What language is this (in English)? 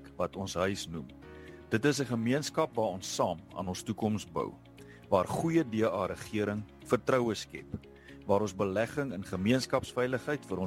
Afrikaans